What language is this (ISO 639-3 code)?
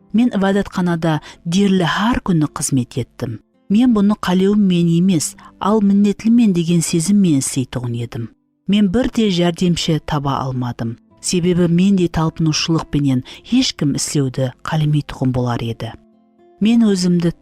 kaa